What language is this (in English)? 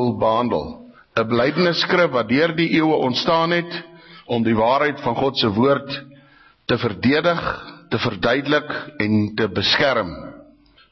Afrikaans